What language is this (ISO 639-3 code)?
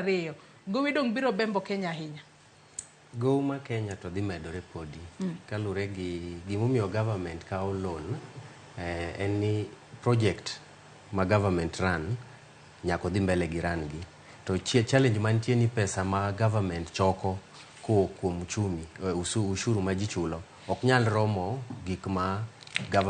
luo